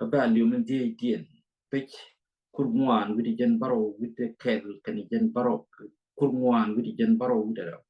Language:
Nuer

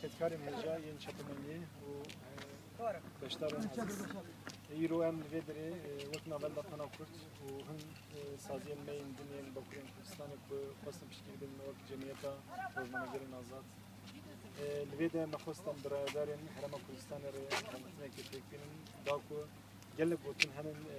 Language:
Kurdish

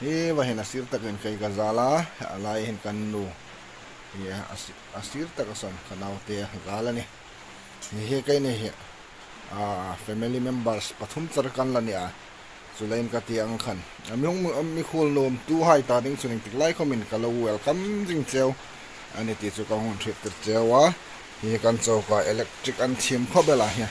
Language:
Hmar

